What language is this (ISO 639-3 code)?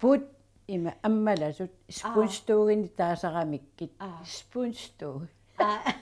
kal